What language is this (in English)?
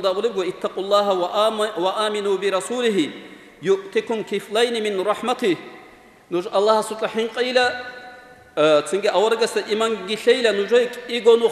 Avaric